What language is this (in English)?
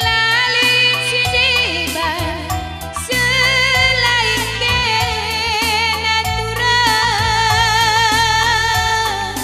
Batak Karo